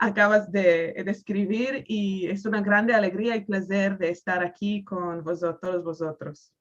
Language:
Ladino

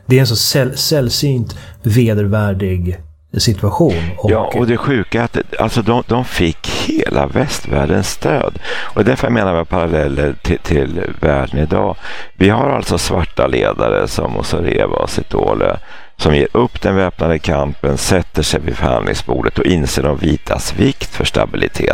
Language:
Swedish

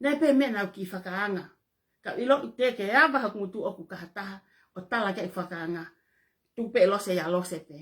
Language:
Tongan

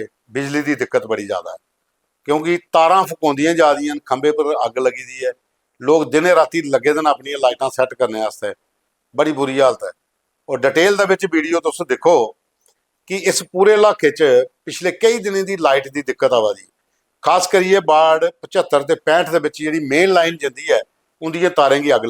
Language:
Dogri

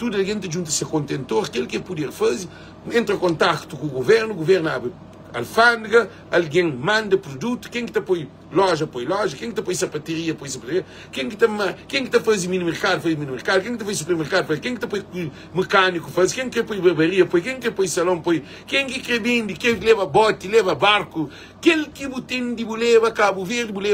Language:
Kabuverdianu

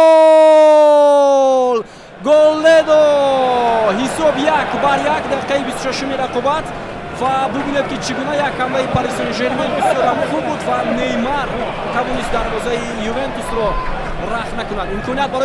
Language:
Tajik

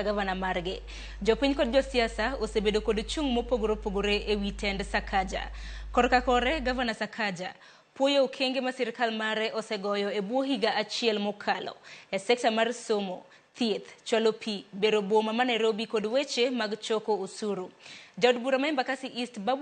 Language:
Luo (Kenya and Tanzania)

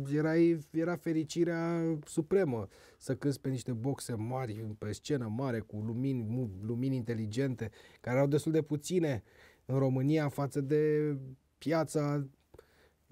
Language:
Romanian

